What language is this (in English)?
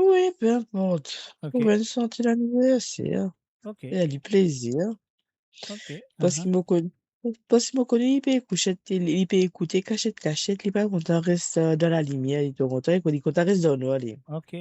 Morisyen